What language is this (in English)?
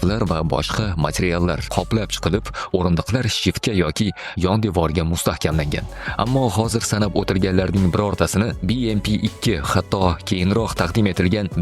Uzbek